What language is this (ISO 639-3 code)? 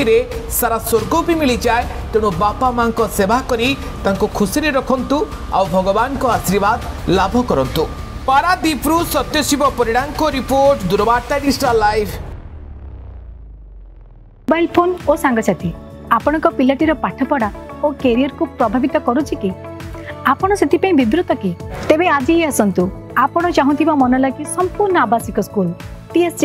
ori